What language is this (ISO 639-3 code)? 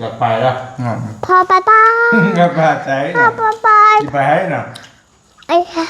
tts